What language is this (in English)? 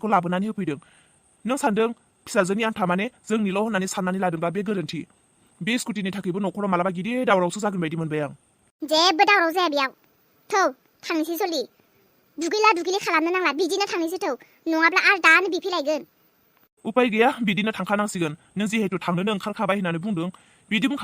Bodo